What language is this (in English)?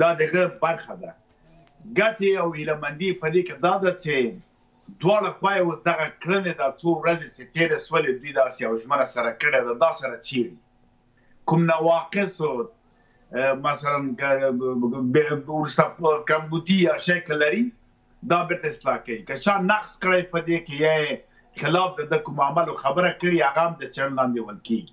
Pashto